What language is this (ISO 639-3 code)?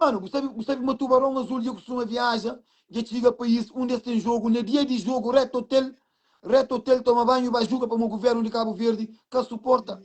kea